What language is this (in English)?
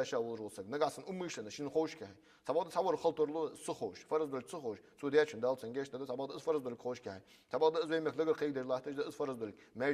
Ingush